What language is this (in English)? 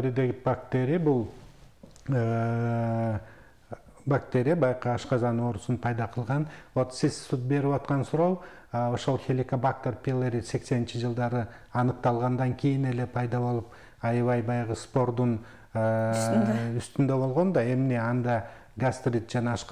Kyrgyz